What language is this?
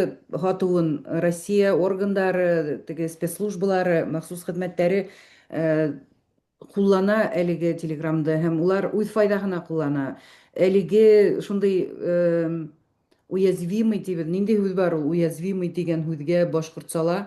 Bashkir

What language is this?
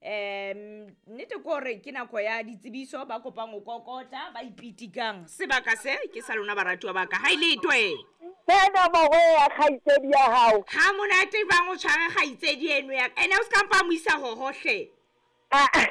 Southern Sotho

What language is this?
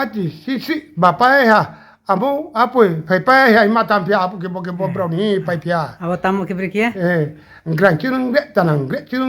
Riang (India)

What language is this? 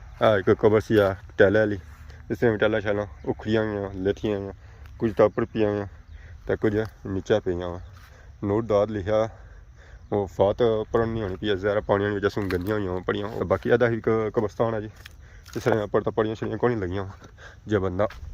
Pahari-Potwari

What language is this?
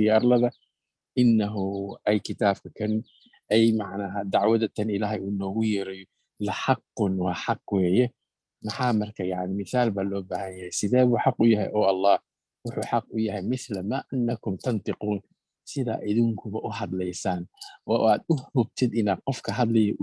Somali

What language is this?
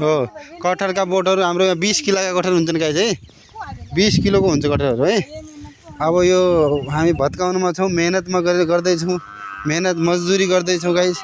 Nepali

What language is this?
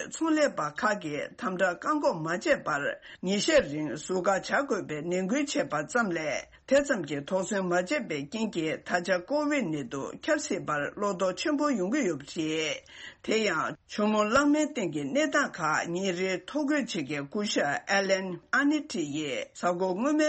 Tibetan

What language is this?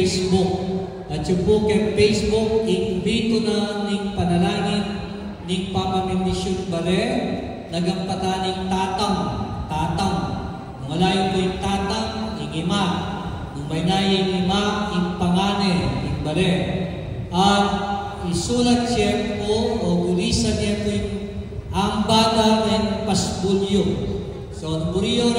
Pampanga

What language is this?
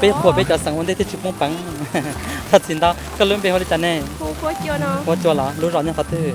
Hmong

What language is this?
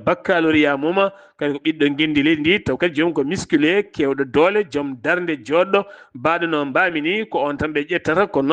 Fula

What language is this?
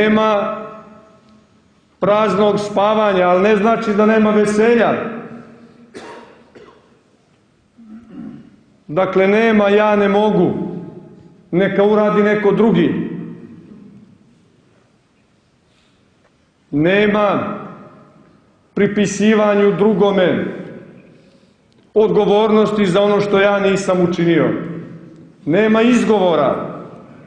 Serbian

